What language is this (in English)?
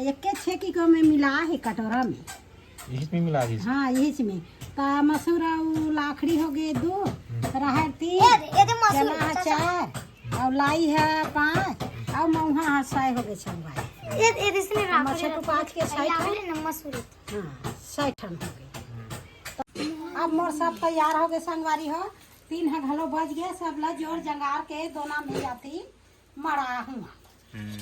Chhattisgarhi